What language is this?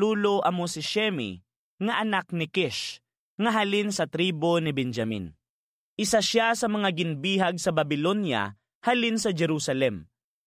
Hiligaynon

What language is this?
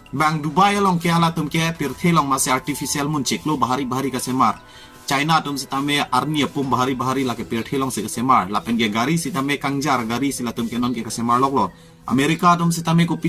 Karbi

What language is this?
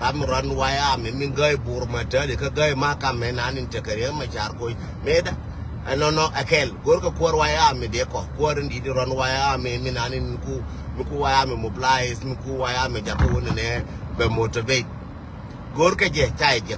Nuer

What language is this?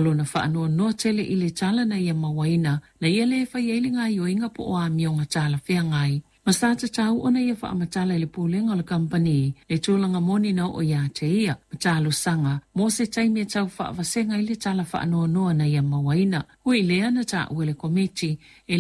Samoan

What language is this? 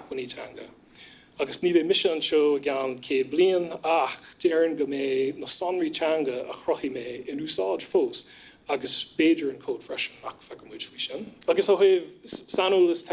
Irish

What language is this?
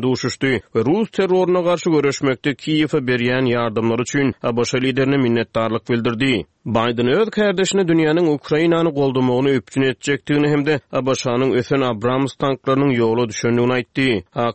Turkmen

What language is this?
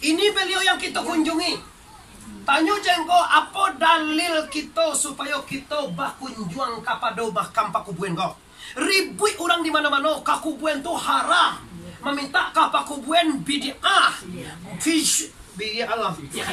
Minangkabau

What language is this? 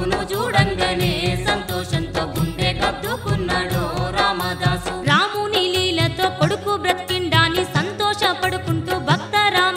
Telugu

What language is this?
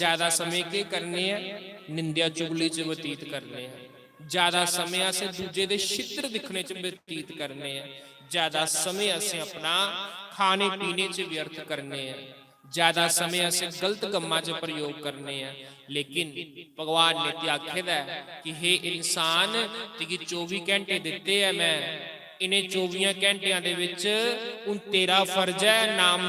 Dogri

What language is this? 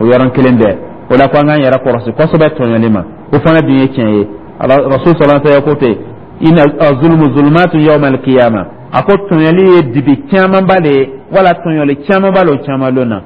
Dyula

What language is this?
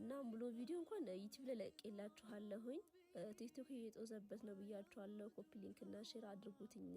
Amharic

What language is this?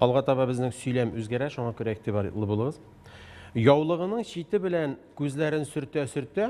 Tatar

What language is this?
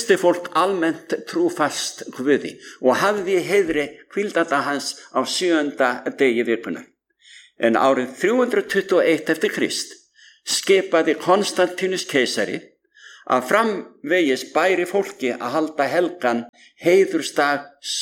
Icelandic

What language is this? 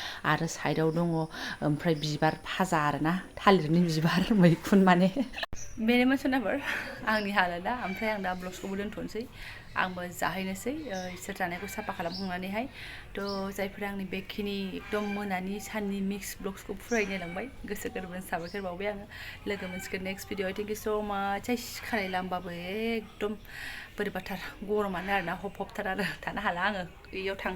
Bodo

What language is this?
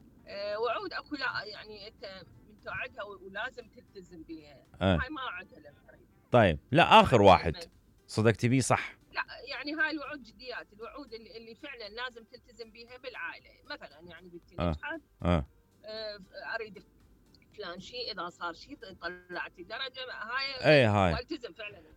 Mesopotamian Arabic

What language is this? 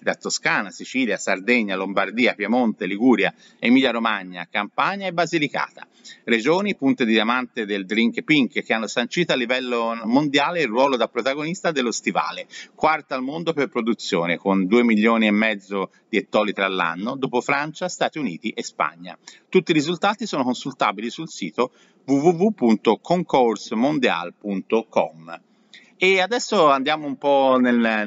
Italian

